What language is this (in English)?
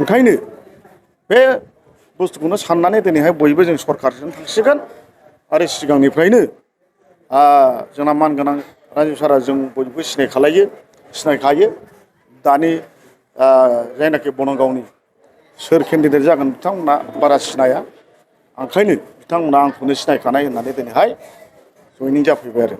Bodo